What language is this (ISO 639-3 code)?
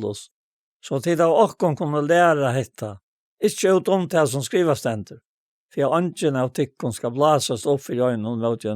fao